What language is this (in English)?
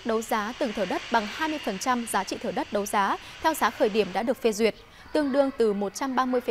Vietnamese